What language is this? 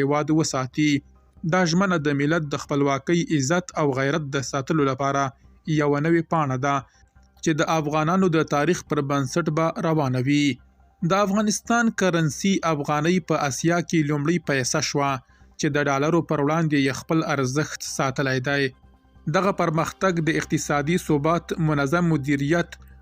Pashto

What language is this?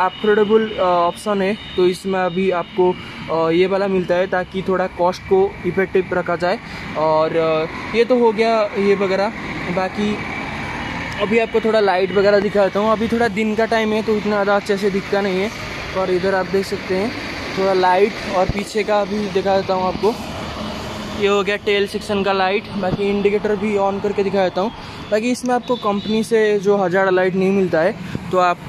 Hindi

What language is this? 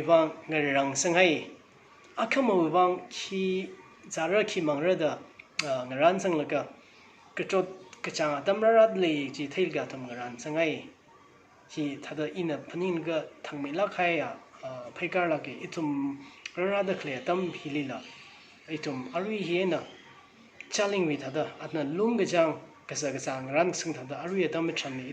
Tangkhul Naga (India)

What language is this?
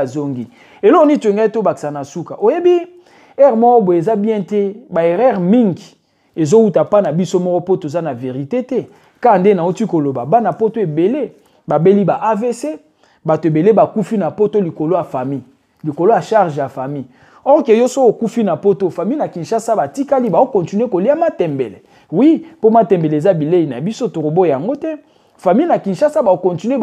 Lingala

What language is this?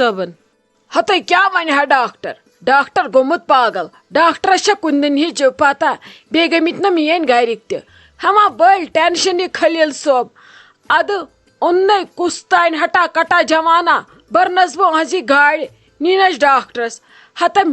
Kashmiri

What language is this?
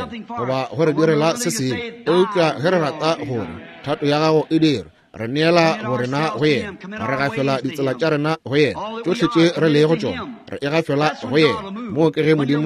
Northern Sotho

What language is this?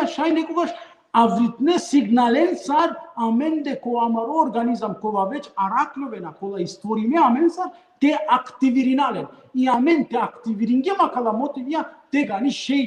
Balkan Romani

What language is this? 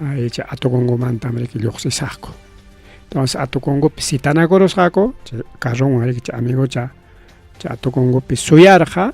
Ayacucho Quechua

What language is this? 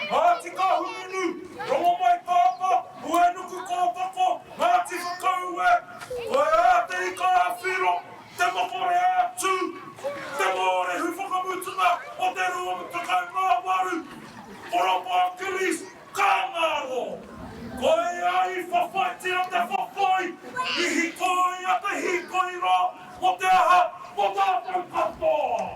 Māori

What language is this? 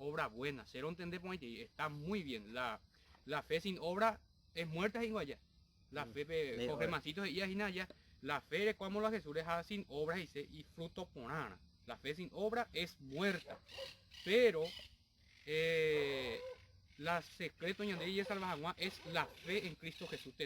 Guarani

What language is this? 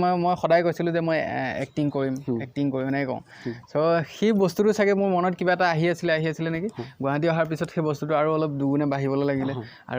Assamese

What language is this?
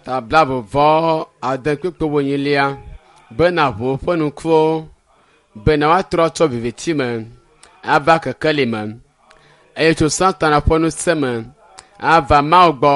Ewe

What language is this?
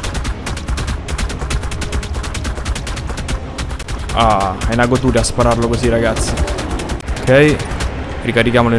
Italian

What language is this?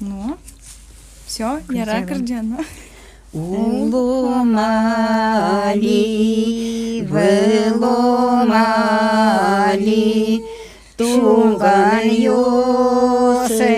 Udmurt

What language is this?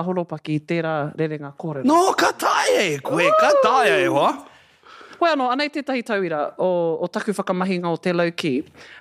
Māori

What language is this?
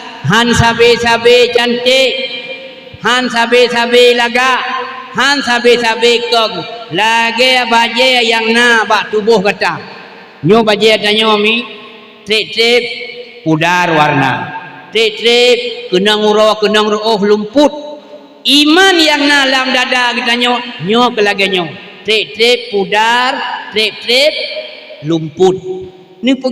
Achinese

